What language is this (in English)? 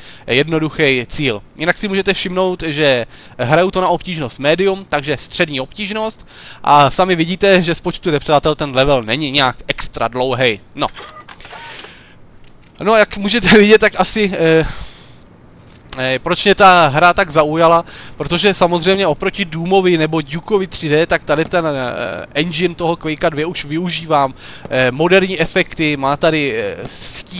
Czech